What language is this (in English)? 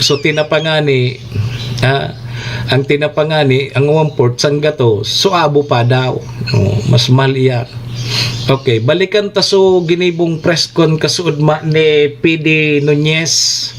Bikol